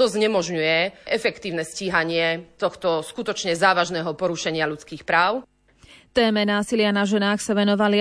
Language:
Slovak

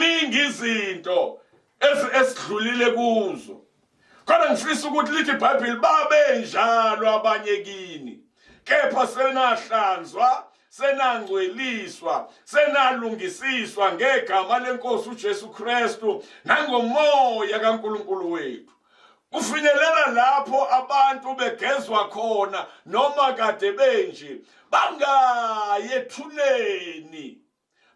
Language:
Zulu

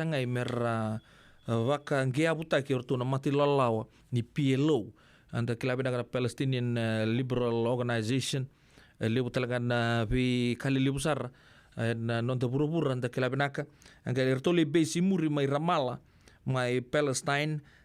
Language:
Fijian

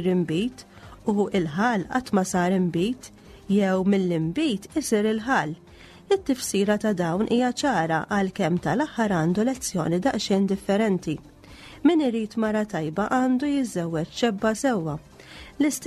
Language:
Maltese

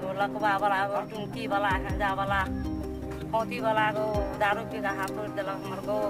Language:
Maithili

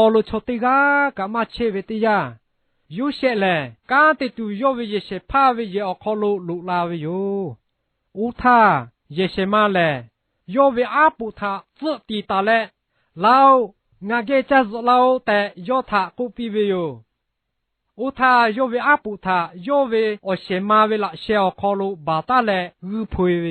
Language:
Lahu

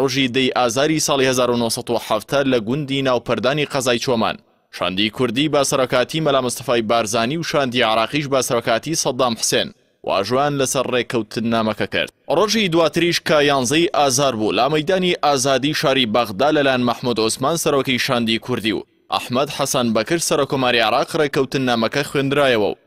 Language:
Central Kurdish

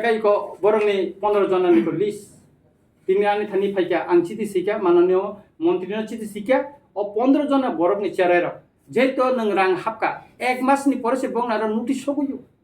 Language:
Kok Borok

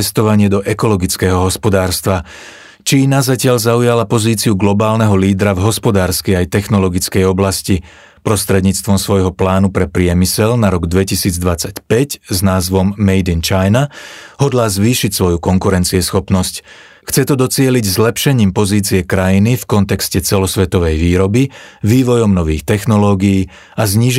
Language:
Slovak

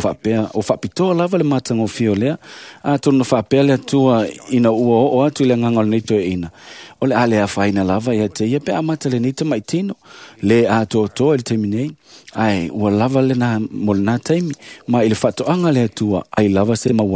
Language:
Samoan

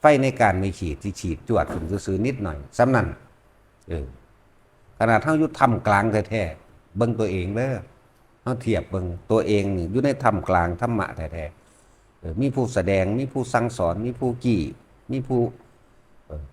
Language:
Northeastern Thai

